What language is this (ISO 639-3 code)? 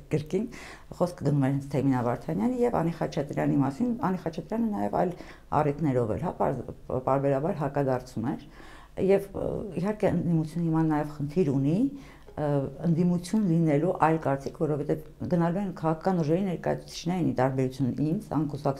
hye